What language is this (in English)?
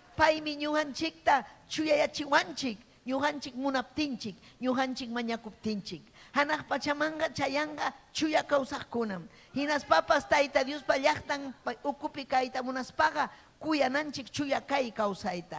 Ayacucho Quechua